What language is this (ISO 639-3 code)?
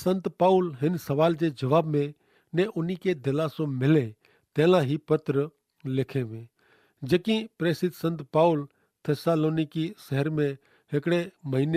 kfr